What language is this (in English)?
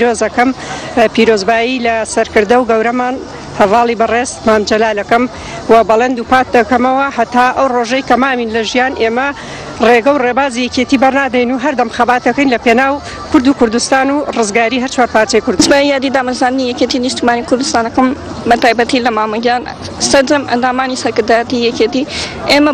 Central Kurdish